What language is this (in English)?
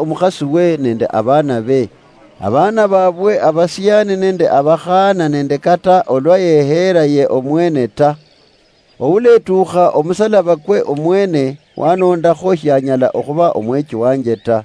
Luyia